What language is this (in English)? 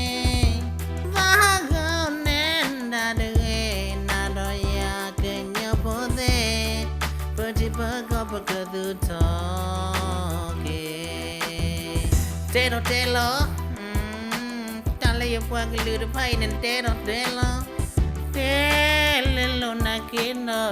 S'gaw Karen